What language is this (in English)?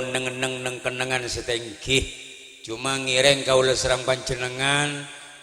Madurese